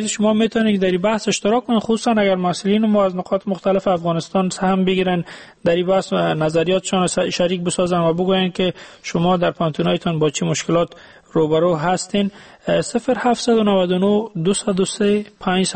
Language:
Persian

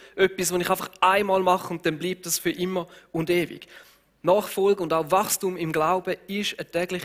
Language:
Swiss German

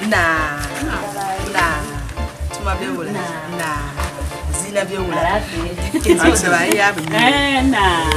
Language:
Dagbani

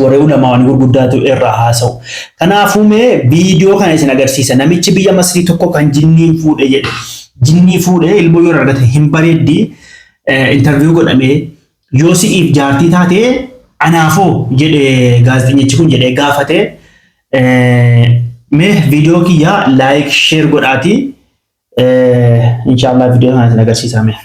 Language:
Oromo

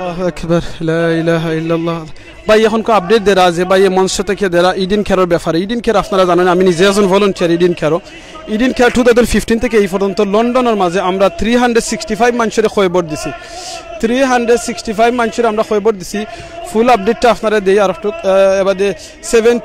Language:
Sylheti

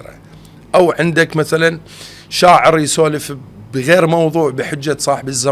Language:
Mesopotamian Arabic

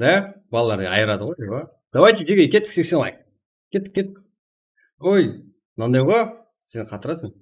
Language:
Kara-Kalpak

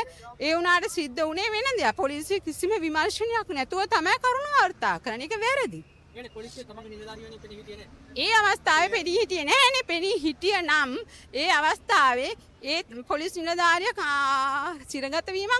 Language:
Sinhala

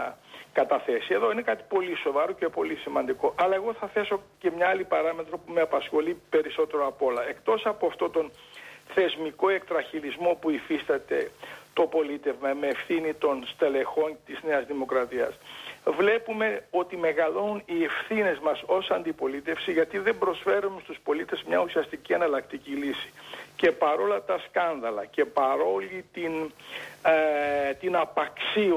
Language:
Greek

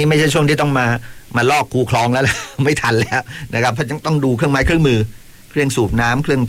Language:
Thai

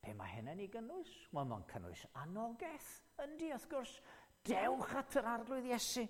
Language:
Welsh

